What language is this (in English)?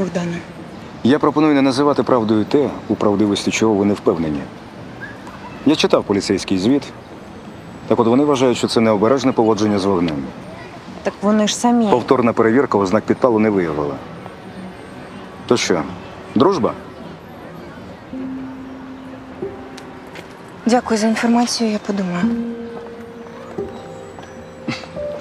Ukrainian